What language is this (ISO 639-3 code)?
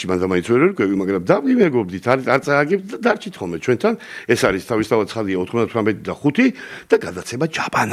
kat